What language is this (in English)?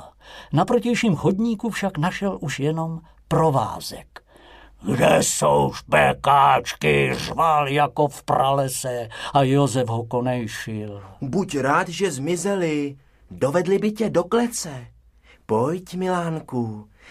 Czech